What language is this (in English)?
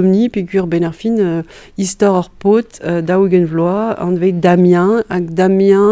Breton